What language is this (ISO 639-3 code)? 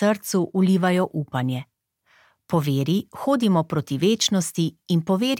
slv